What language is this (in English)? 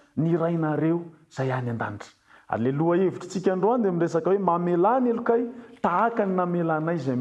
Malagasy